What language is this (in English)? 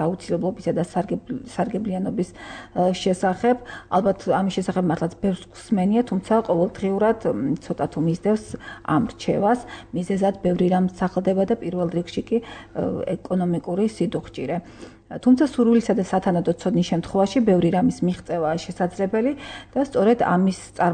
Georgian